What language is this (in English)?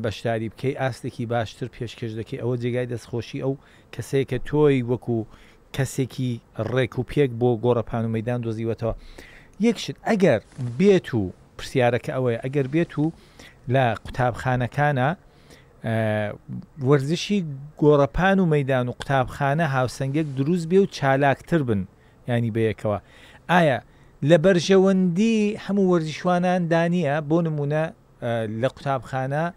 Central Kurdish